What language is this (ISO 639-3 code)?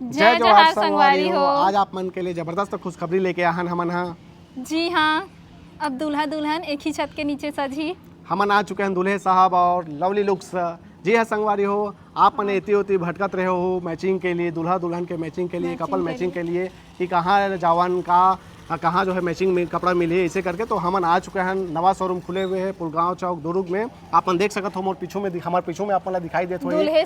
hne